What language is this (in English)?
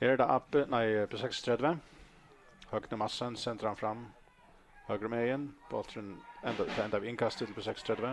Faroese